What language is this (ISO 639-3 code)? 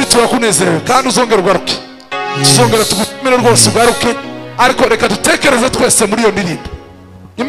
kin